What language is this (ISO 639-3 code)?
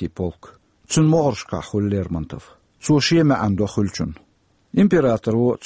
che